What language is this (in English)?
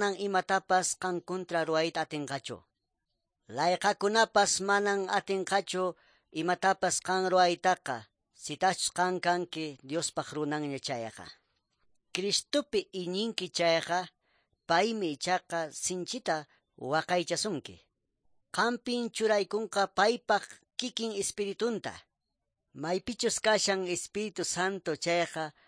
Quechua